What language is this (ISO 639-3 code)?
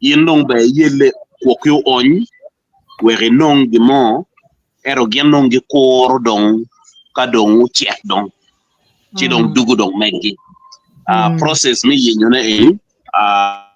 ach